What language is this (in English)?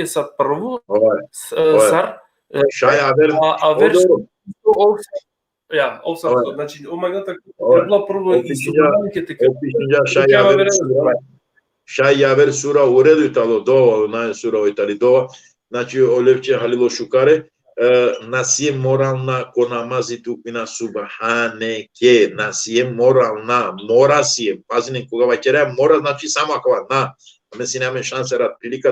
Balkan Romani